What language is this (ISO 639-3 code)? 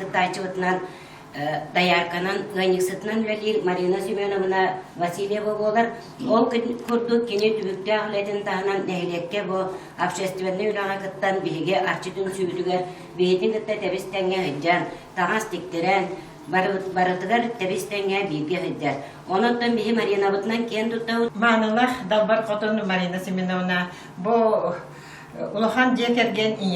sah